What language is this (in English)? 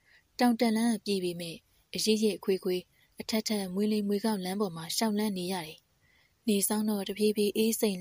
Burmese